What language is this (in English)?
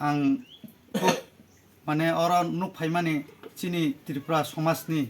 Kok Borok